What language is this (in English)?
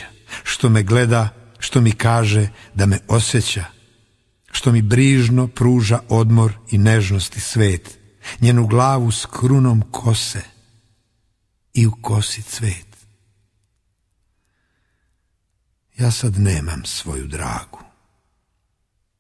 Serbian